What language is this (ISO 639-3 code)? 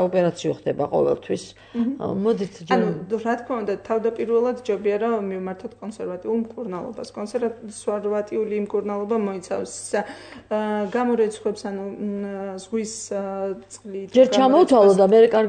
kat